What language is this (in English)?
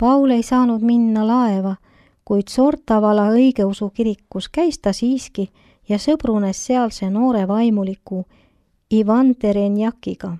Estonian